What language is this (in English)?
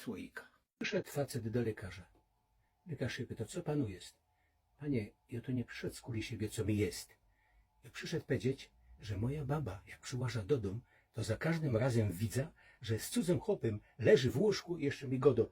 Silesian